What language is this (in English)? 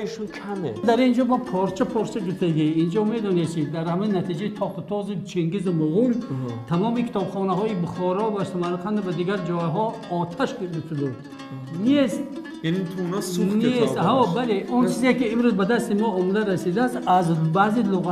Persian